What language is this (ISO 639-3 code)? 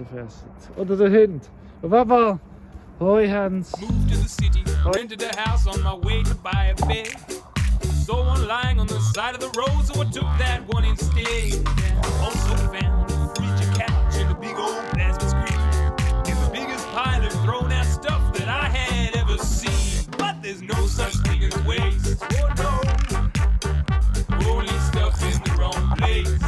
gsw